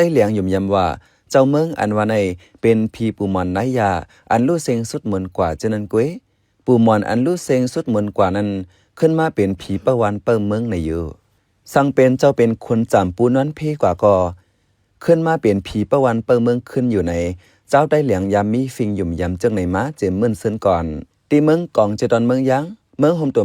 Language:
Shan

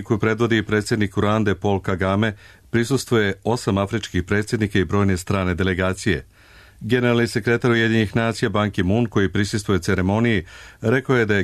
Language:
Serbian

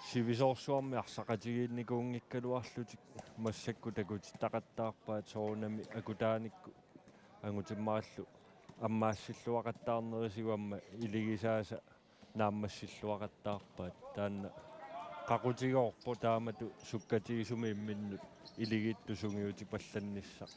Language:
Kalaallisut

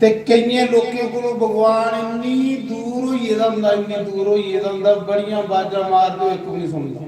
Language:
Dogri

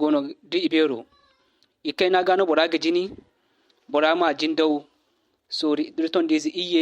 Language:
Zarma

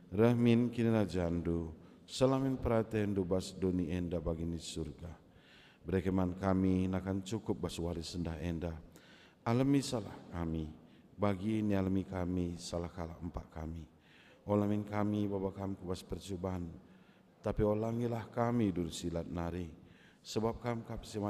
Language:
Batak Karo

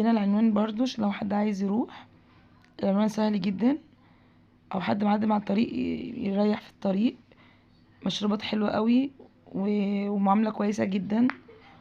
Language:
Egyptian Arabic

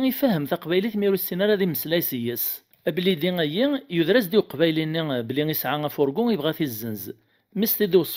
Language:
Kabyle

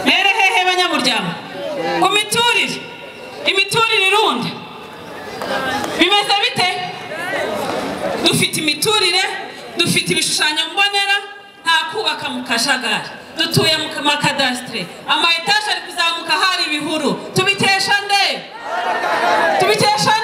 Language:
Kinyarwanda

